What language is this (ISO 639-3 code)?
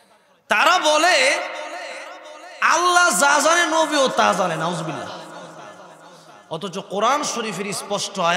ben